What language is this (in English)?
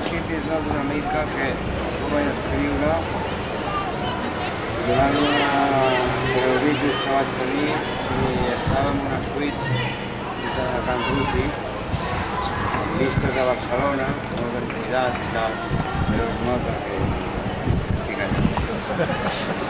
Catalan